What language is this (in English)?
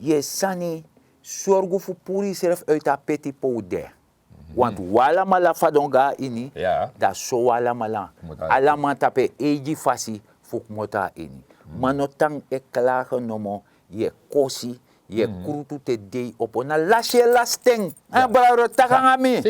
Sranan Tongo